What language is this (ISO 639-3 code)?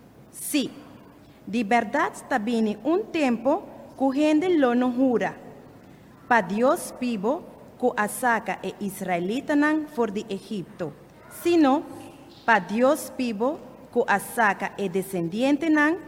pap